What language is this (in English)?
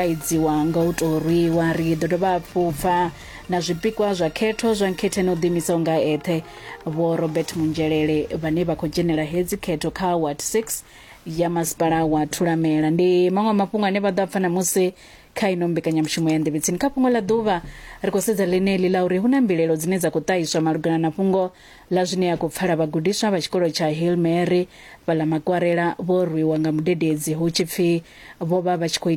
Venda